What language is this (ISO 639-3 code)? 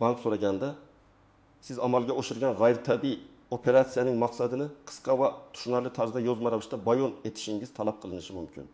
uzb